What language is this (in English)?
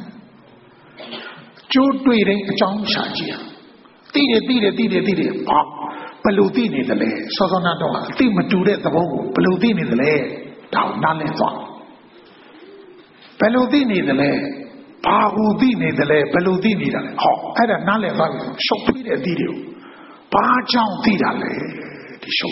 Burmese